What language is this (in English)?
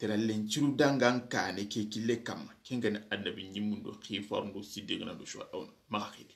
Soninke